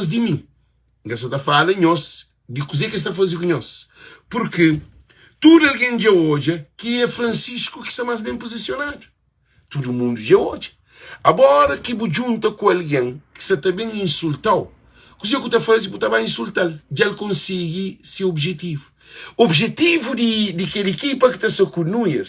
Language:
Kabuverdianu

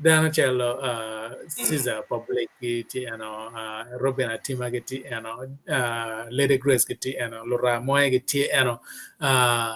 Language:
Acoli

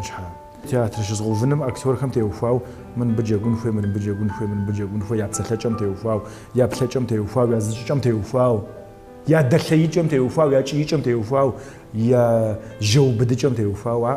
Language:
Kabardian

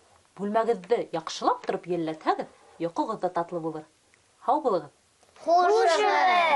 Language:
Bashkir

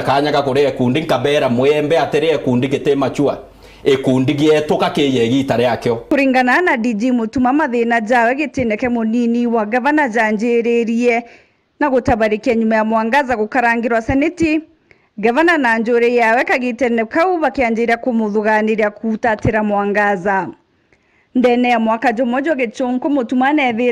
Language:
Meru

